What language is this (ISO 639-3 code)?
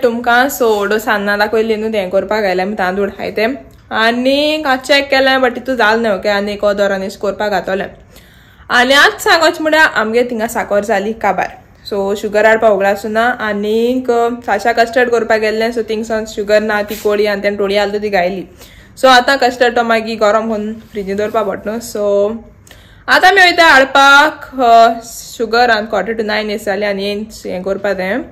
kok